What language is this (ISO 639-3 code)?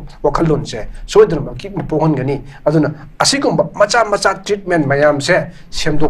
mni